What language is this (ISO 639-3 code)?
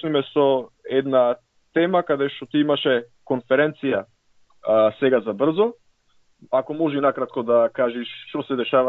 mkd